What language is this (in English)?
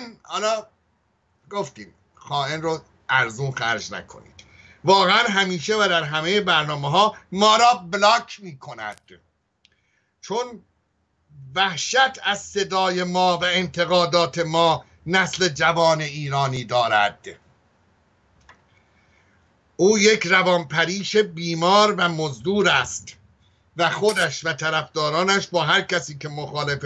Persian